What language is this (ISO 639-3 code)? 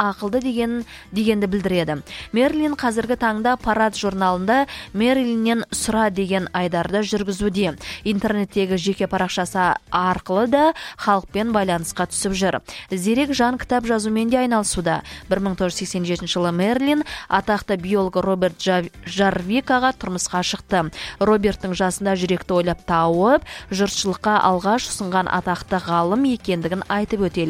kaz